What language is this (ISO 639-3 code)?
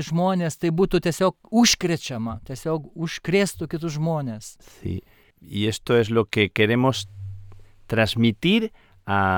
lit